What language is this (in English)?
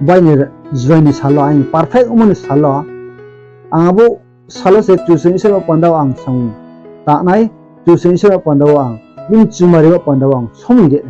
Riang (India)